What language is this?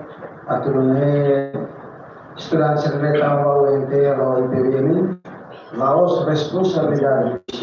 Tetum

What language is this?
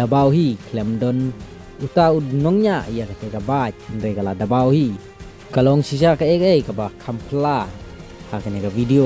Khasi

